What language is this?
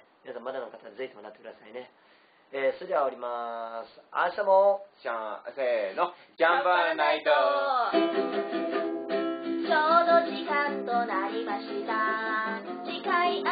Japanese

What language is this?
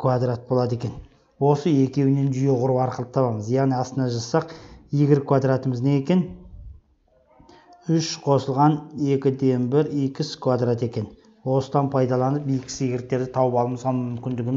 Kazakh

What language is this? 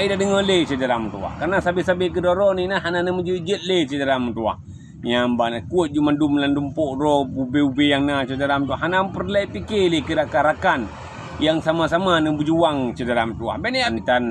Achinese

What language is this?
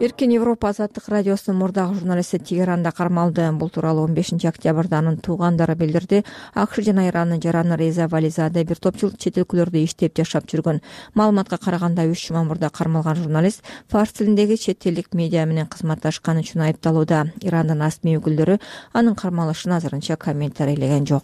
Kyrgyz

